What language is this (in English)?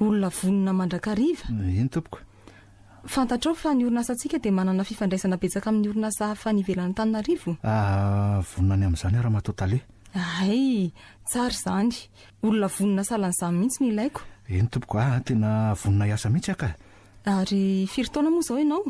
Malagasy